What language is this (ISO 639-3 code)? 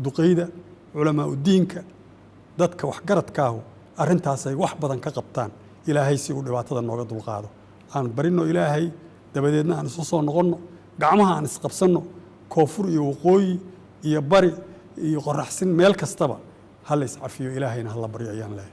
som